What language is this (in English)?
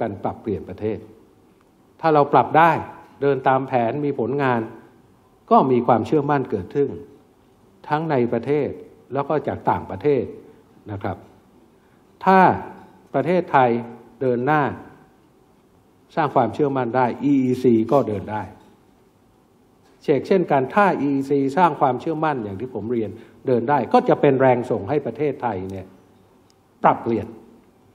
Thai